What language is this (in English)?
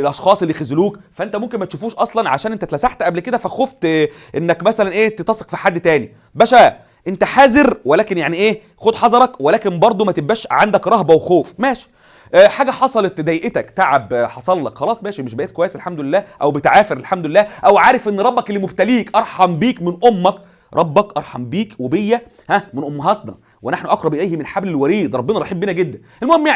Egyptian Arabic